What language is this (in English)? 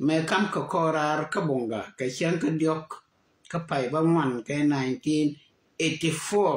Nuer